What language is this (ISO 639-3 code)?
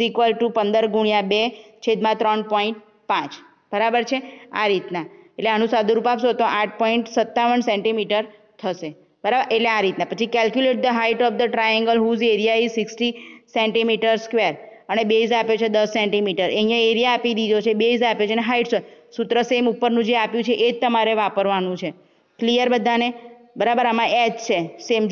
guj